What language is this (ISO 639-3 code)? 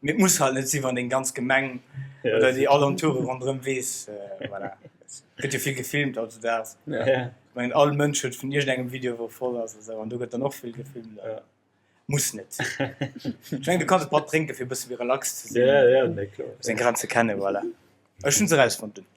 ltz